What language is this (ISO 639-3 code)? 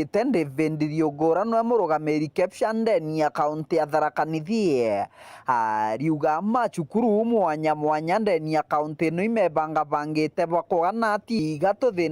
mer